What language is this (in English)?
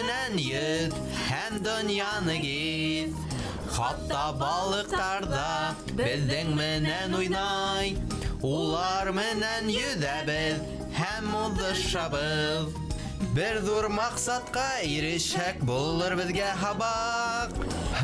Bashkir